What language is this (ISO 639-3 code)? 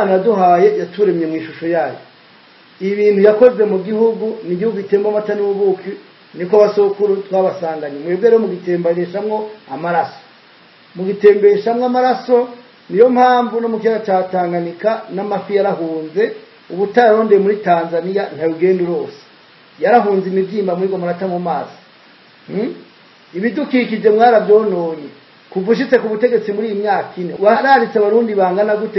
run